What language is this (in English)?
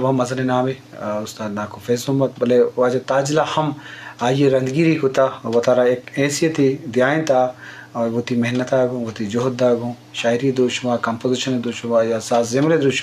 Eastern Balochi